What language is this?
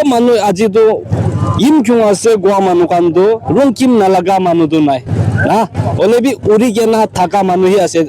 Naga Pidgin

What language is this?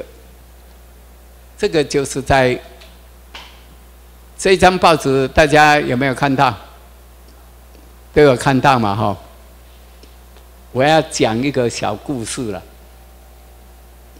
Chinese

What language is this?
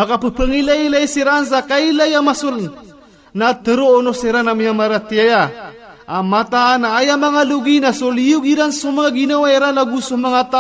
Maranao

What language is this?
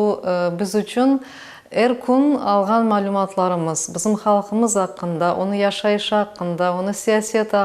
Crimean Tatar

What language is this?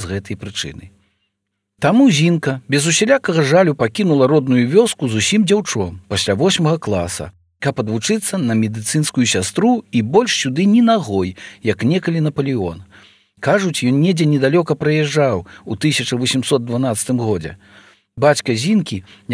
Belarusian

